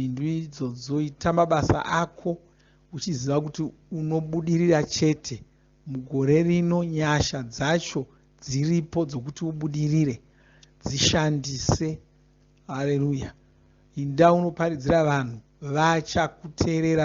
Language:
Shona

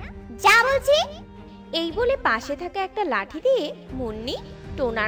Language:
Bangla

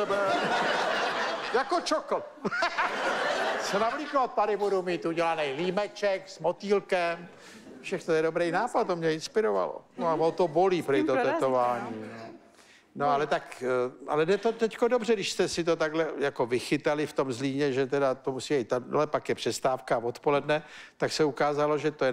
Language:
Czech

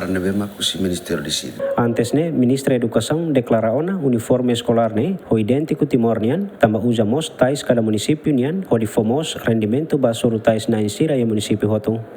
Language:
Tetum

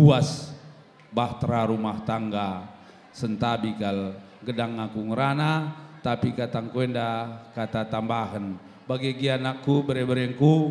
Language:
Batak Karo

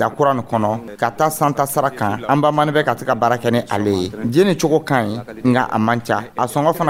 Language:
Dyula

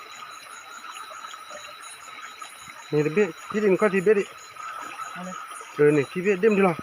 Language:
S'gaw Karen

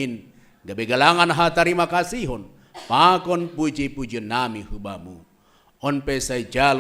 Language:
Batak Simalungun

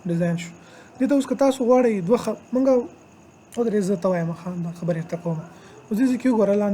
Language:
Pashto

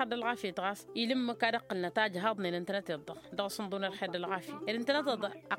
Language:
Tamasheq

